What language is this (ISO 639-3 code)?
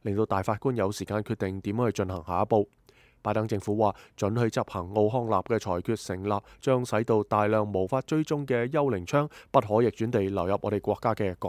yue